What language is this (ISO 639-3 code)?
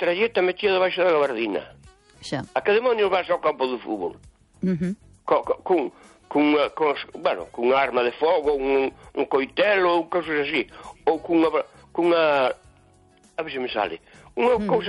glg